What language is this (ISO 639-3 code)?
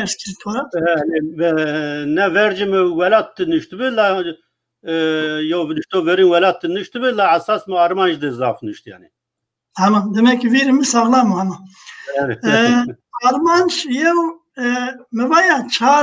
zza